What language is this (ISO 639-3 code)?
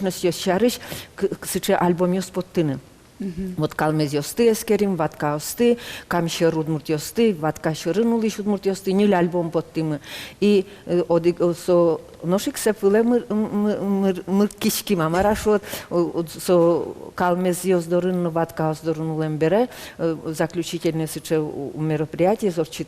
udm